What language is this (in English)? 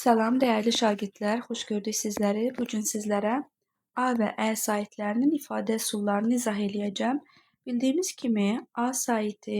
Azerbaijani